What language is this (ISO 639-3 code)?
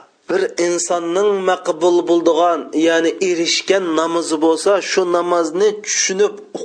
uig